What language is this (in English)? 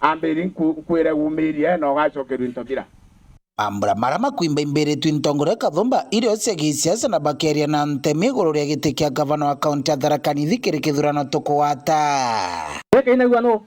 Meru